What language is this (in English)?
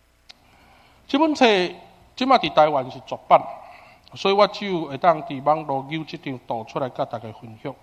Min Nan Chinese